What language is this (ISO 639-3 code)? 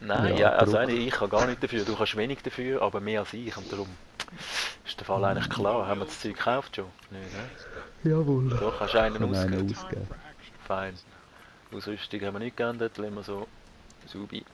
gsw